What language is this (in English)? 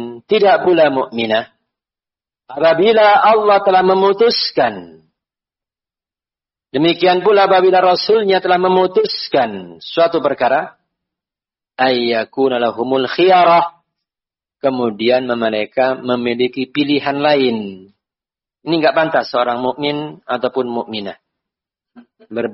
Indonesian